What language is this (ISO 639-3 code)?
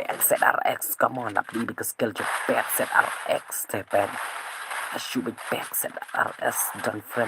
kha